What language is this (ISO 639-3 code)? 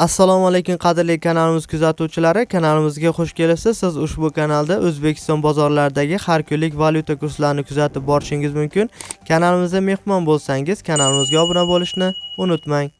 uzb